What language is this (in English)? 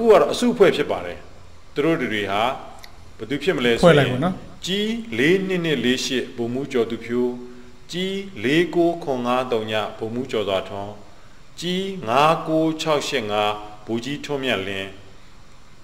Burmese